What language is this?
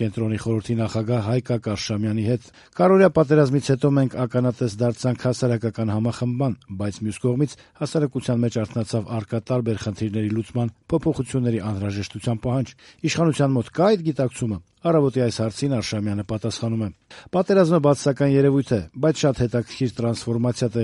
Armenian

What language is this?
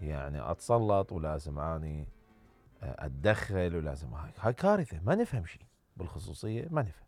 Mesopotamian Arabic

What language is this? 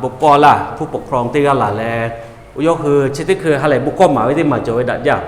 Lahu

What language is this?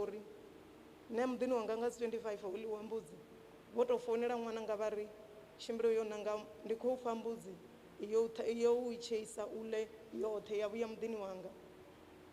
Venda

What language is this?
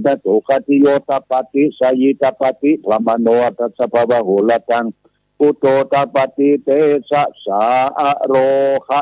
Pali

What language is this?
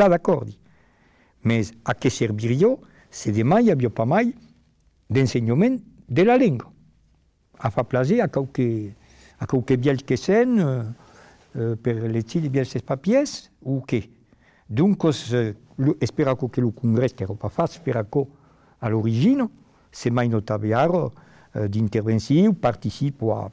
Occitan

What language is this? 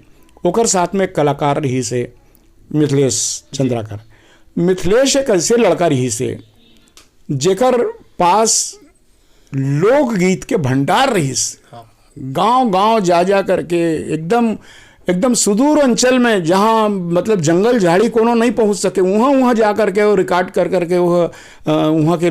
Chhattisgarhi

